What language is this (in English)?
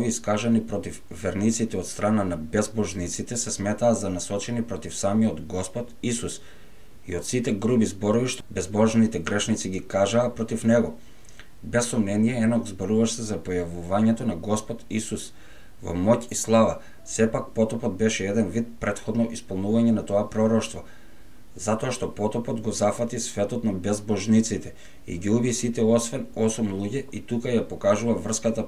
Macedonian